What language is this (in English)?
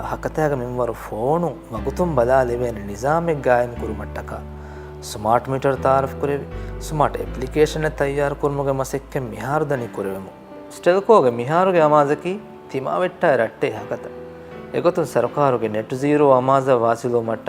Divehi